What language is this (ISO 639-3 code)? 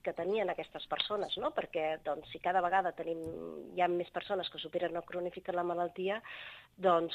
cat